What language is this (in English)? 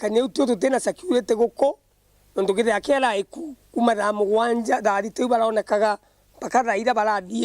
Meru